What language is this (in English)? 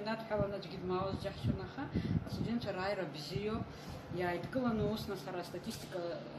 Abkhazian